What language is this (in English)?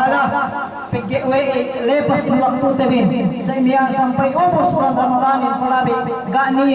Yakan